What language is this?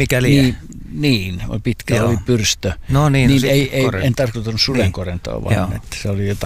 Finnish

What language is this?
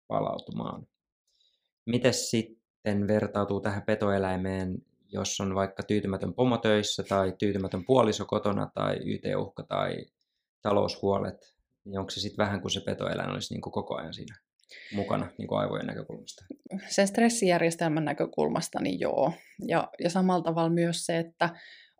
Finnish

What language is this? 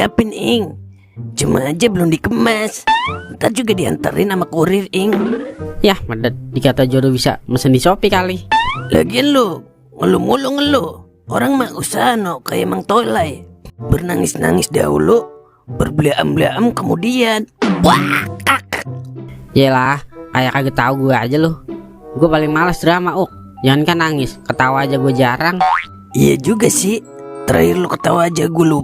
Betawi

